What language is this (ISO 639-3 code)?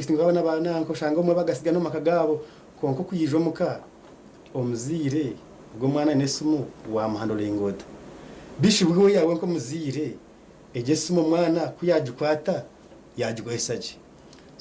nyn